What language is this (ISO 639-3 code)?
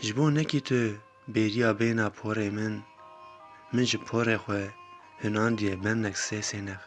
kur